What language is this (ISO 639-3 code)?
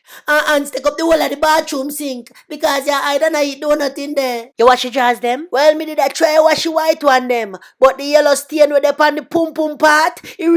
jam